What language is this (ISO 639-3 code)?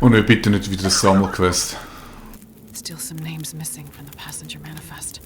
gsw